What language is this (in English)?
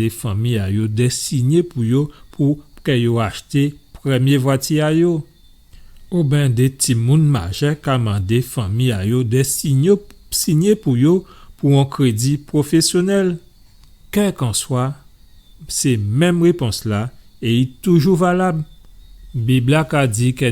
Guadeloupean Creole French